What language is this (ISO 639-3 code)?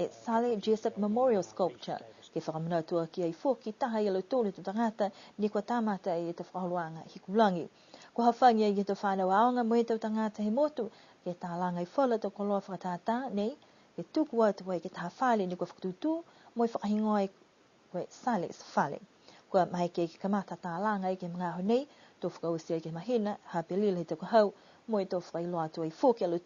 niu